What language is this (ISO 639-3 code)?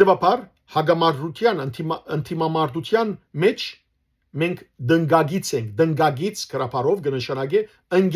hyw